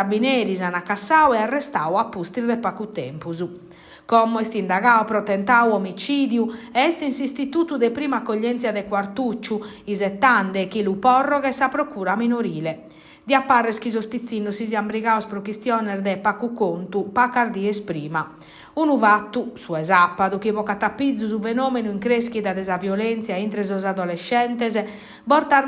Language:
Sardinian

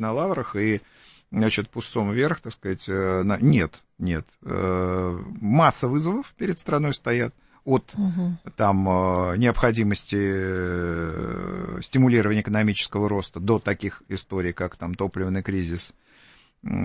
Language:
Russian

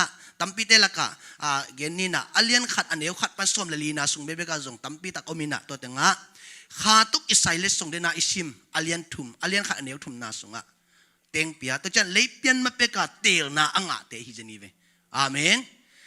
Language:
Tedim Chin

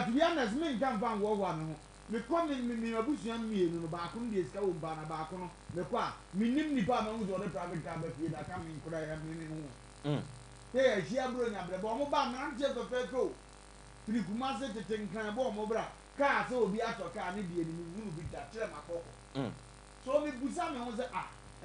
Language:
Akan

